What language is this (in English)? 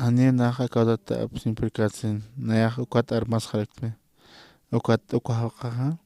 Aymara